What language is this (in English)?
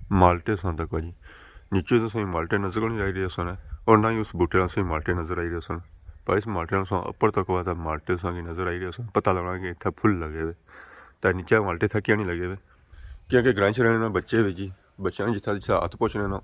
Pahari-Potwari